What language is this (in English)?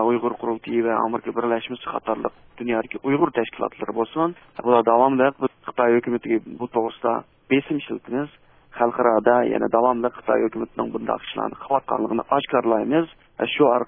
Uyghur